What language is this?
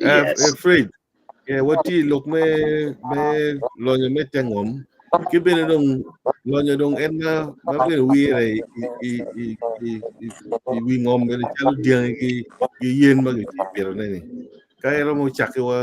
Acoli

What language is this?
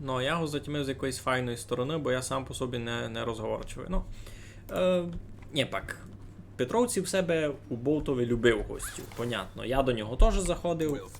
Rusyn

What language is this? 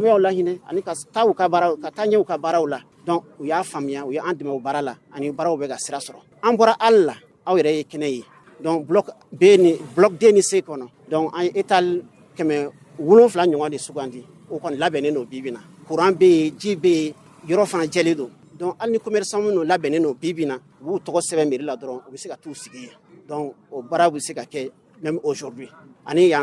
Bambara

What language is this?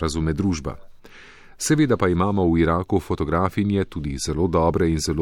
Slovenian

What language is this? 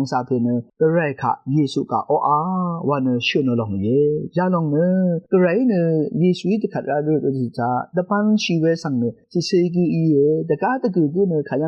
Rawang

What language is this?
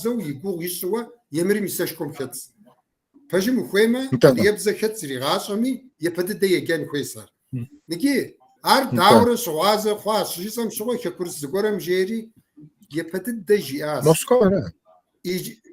Kabardian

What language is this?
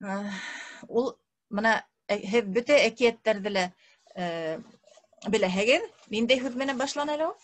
Bashkir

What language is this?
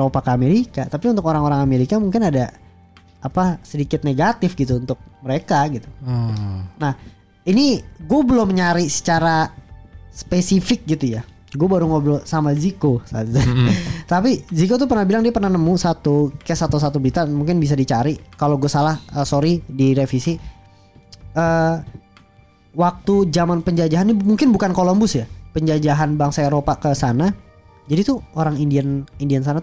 Indonesian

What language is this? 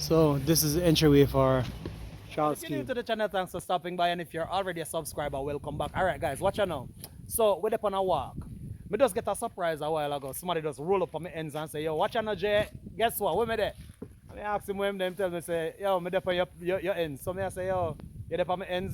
Jamaican Creole English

